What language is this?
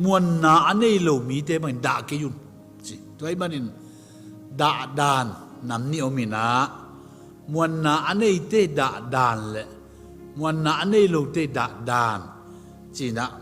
Tedim Chin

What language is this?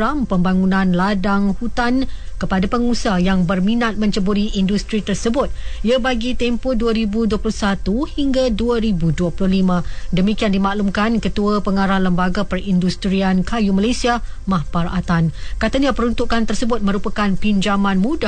Malay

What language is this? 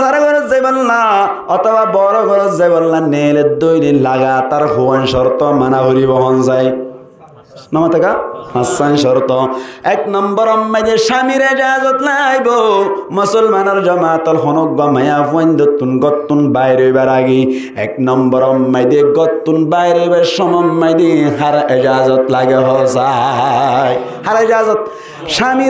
Rohingya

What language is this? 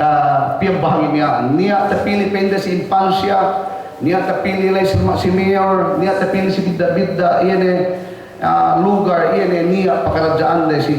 Yakan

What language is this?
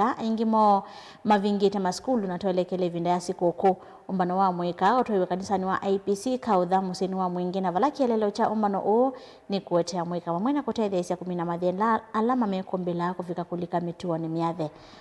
Kamba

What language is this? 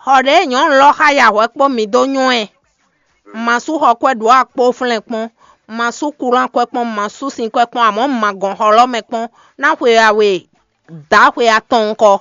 Fon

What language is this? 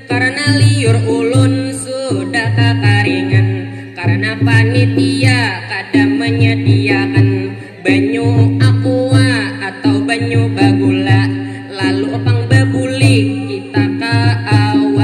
Banjar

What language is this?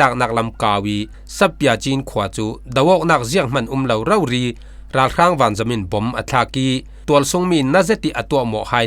Falam Chin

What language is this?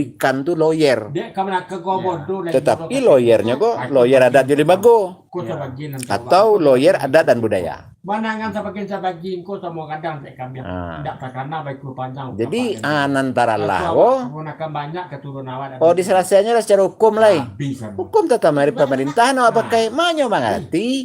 Minangkabau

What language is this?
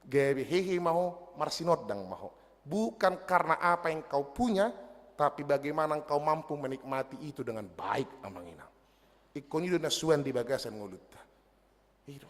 Batak Toba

